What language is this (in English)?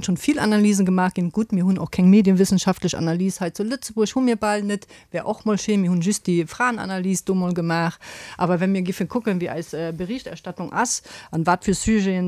Luxembourgish